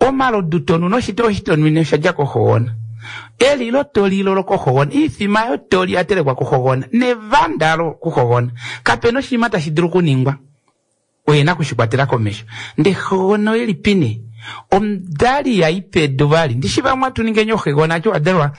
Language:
Kuanyama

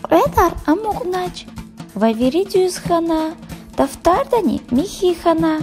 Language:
Lezghian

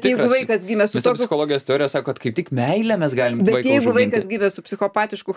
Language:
Lithuanian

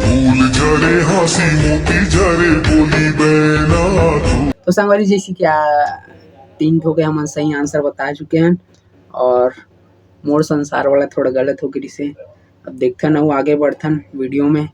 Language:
Chhattisgarhi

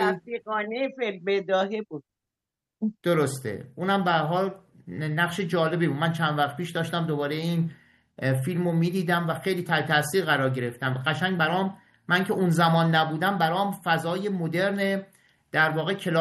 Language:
Persian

